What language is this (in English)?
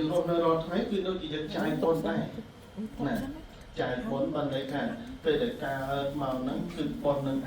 Khmer